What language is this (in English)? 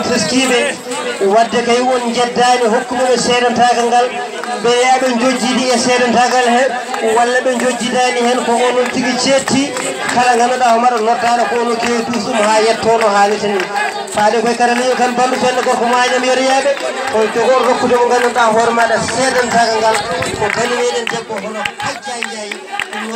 Fula